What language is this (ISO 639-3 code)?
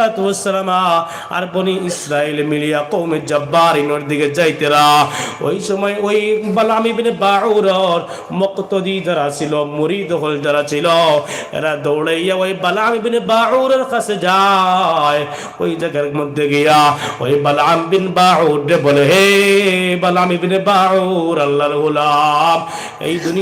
syl